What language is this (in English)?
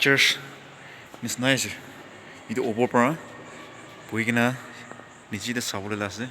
Naga Pidgin